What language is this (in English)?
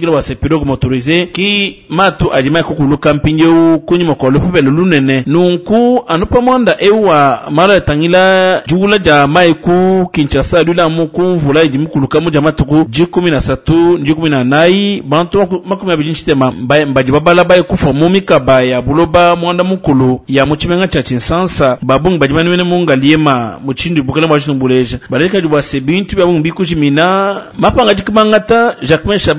Luba-Lulua